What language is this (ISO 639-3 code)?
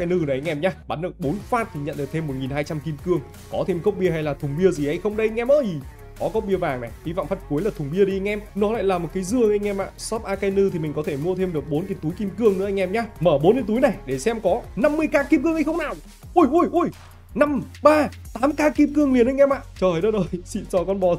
vie